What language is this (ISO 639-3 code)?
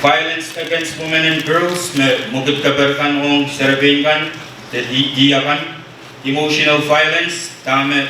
pon